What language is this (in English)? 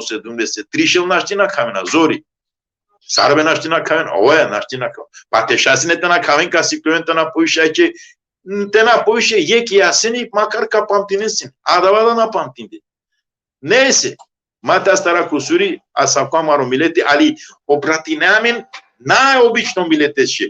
Balkan Romani